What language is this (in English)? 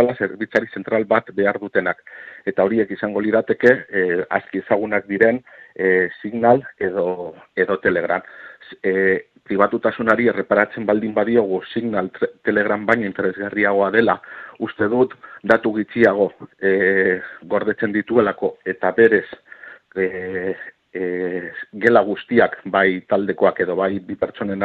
Basque